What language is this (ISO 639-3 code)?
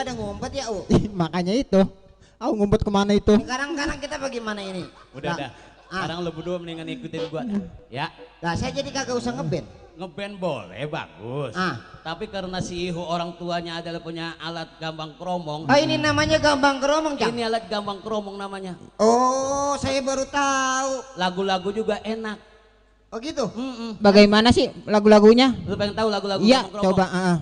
bew